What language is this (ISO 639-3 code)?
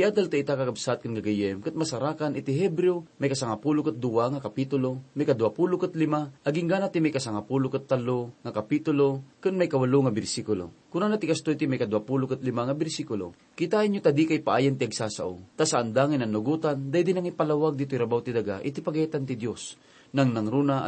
ilo